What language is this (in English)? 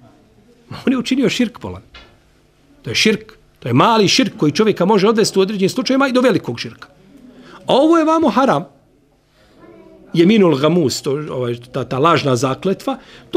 Bosnian